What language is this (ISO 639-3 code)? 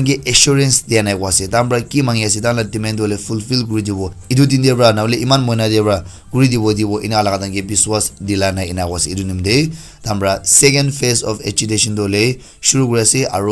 nag